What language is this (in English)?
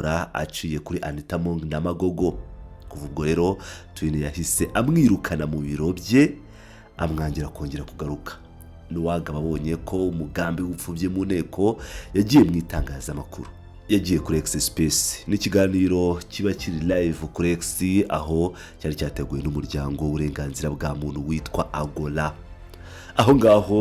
Kinyarwanda